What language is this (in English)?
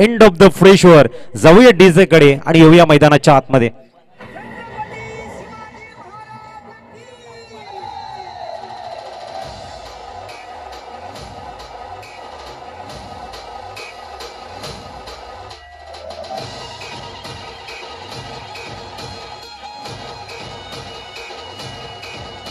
Marathi